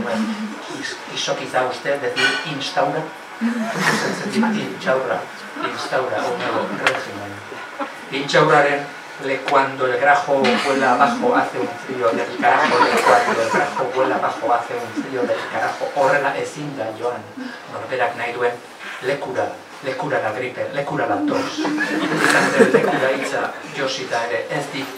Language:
Basque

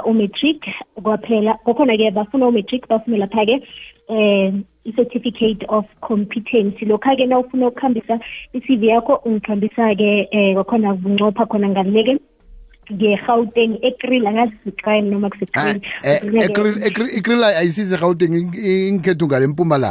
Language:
South Ndebele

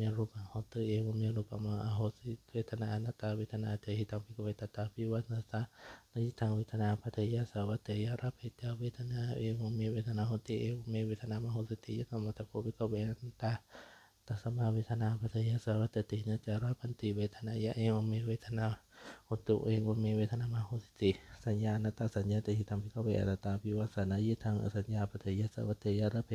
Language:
Pali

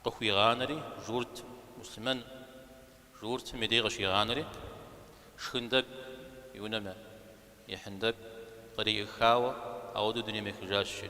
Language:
Kabardian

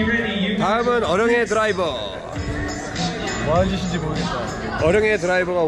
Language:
Korean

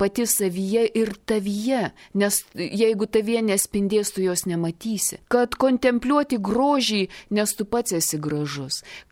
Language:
Lithuanian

